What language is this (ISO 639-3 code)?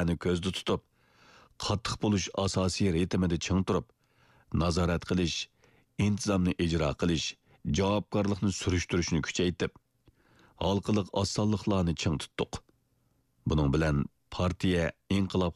uig